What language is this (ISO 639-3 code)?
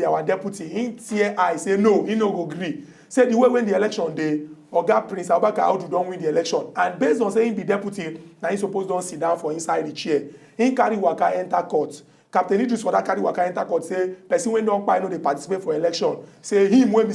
pcm